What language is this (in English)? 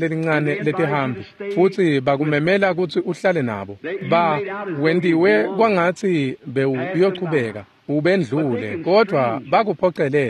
Swati